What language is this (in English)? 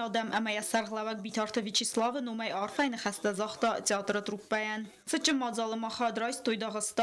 Ossetic